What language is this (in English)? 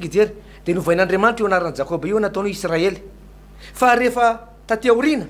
Malagasy